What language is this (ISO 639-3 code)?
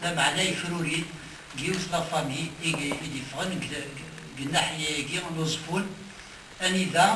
kab